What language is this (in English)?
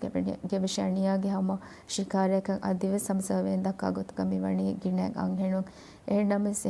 Divehi